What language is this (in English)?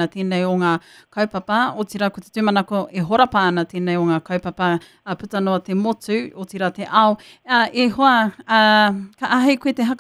Māori